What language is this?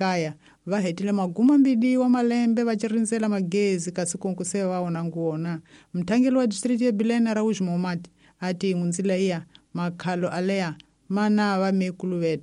Tsonga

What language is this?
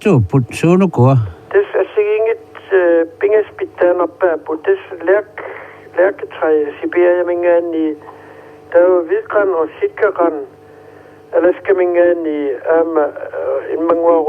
Kalaallisut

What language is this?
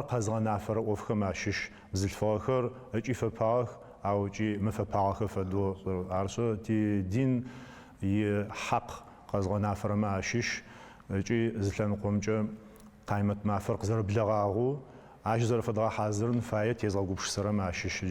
Adyghe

